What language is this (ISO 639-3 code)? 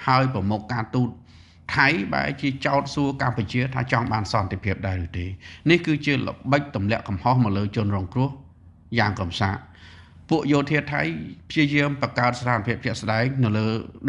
khm